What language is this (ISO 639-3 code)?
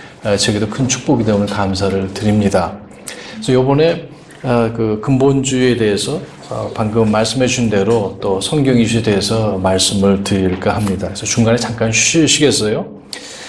kor